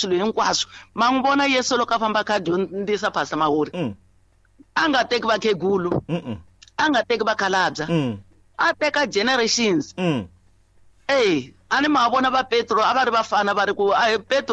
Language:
Tsonga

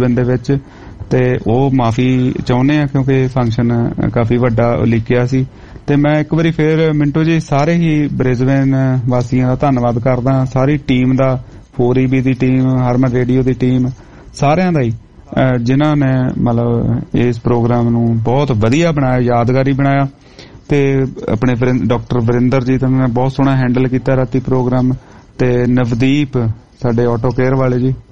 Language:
Punjabi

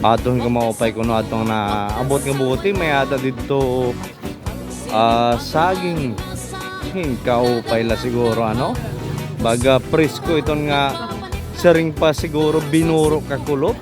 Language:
Waray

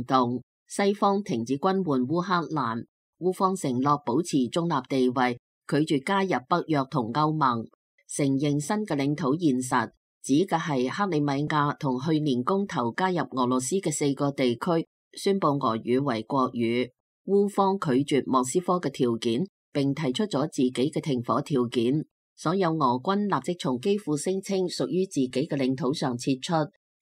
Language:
Cantonese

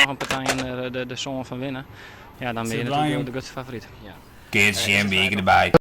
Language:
Western Frisian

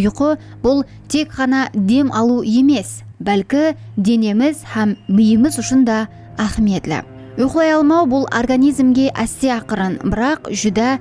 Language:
Kara-Kalpak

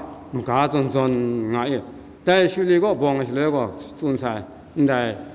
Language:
Kachin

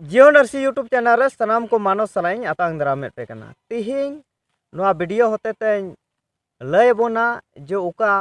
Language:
Santali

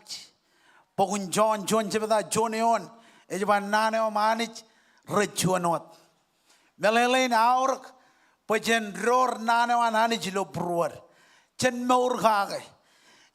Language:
Marshallese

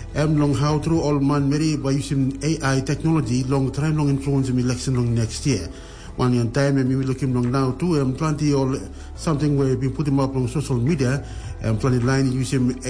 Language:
Tok Pisin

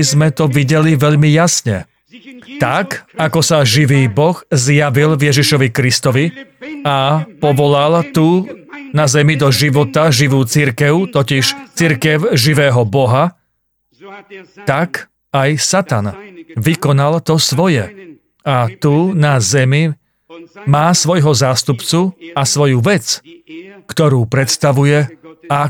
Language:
Slovak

